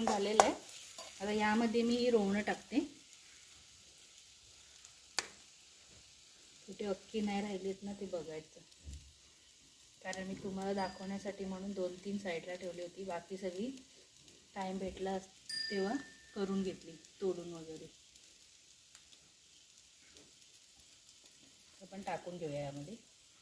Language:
Marathi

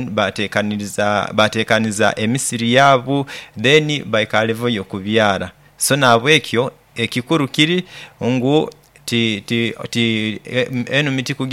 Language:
Nyoro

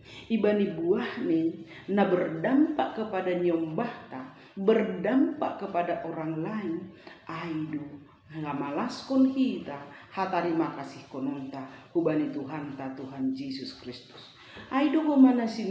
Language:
Batak Simalungun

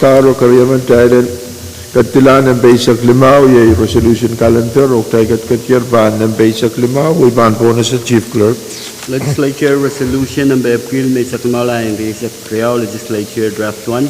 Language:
Pohnpeian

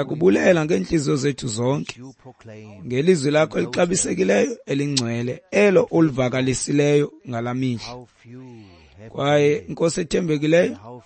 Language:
Xhosa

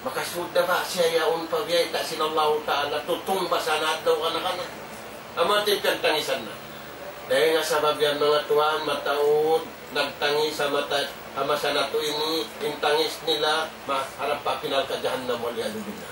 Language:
Tausug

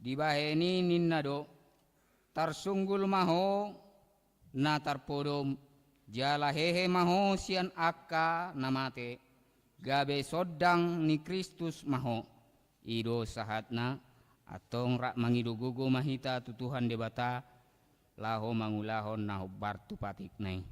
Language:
Batak Toba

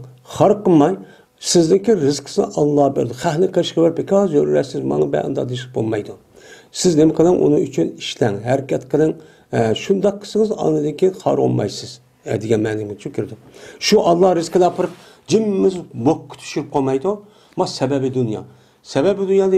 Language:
Uyghur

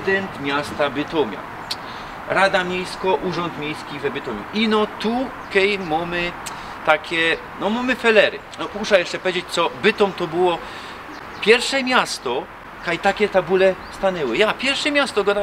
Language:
Silesian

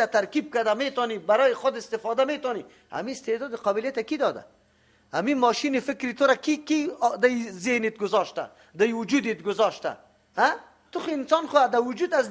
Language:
Persian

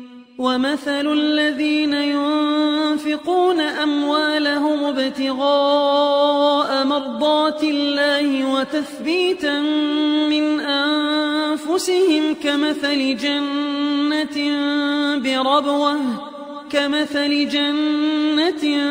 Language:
Arabic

